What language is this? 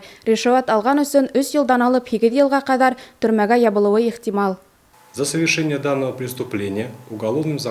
Bashkir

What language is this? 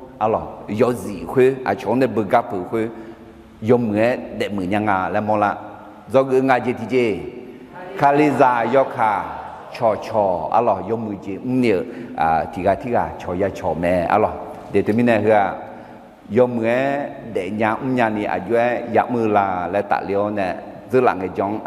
Akha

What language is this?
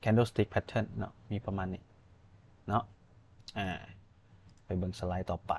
Lao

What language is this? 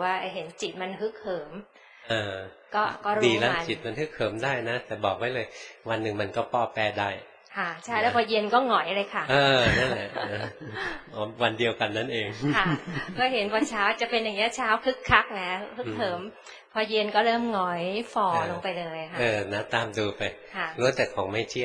Thai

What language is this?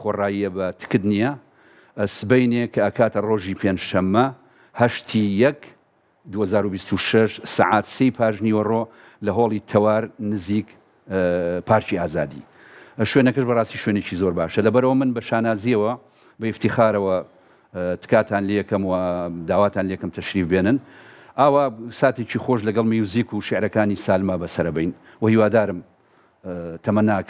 Central Kurdish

